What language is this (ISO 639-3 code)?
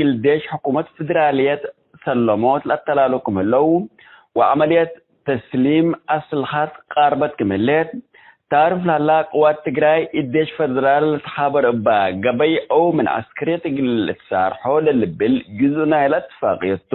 tig